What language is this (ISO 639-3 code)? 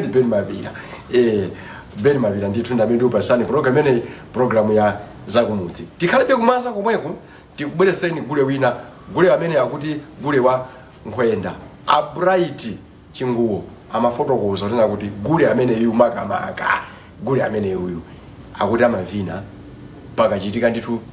nya